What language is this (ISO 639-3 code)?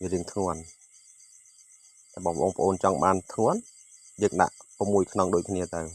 khm